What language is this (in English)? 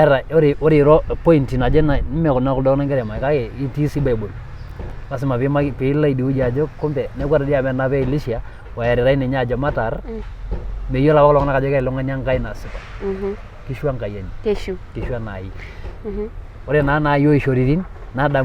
Masai